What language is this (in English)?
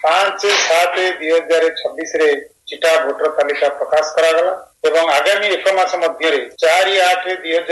Odia